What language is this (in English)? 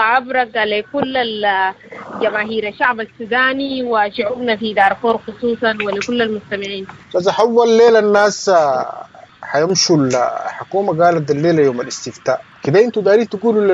Sudanese Arabic